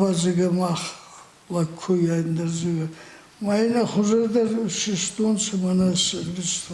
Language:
Ossetic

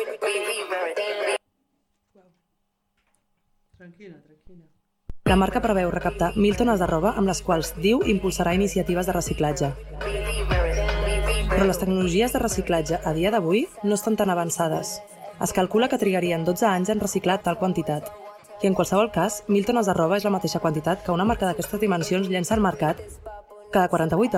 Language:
Catalan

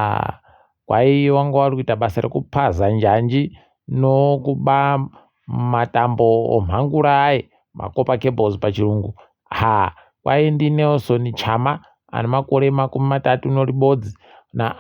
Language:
Ndau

